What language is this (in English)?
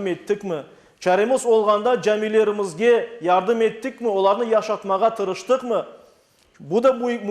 Crimean Tatar